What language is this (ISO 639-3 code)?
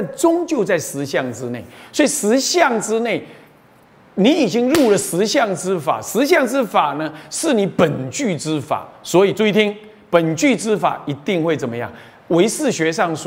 zho